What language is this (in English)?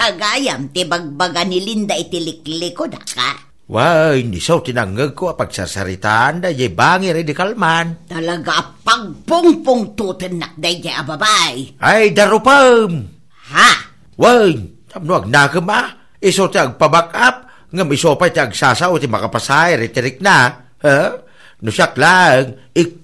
Iloko